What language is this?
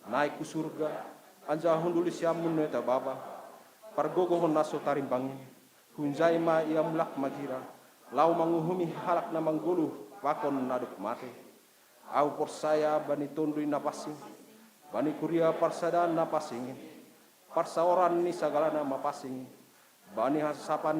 Batak Simalungun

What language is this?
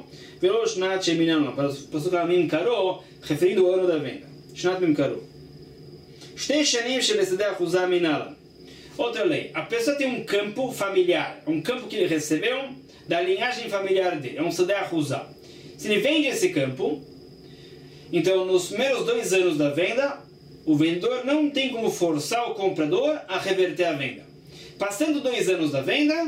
Portuguese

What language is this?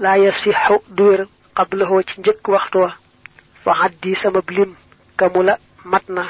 Wolof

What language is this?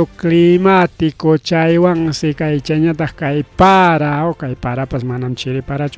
Ayacucho Quechua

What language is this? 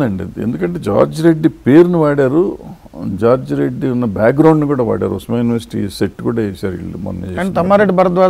Telugu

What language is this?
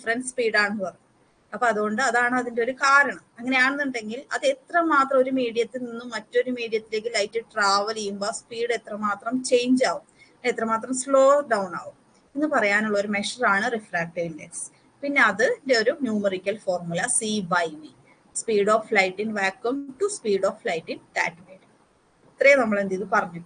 Malayalam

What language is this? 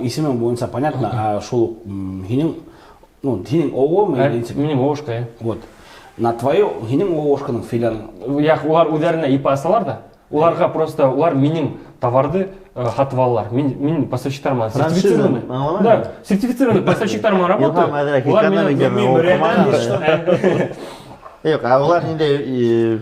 Bashkir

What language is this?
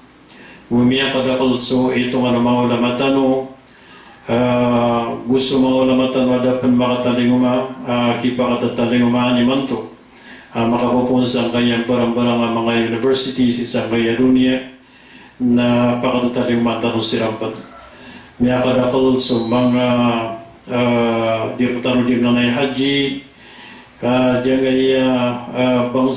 Maranao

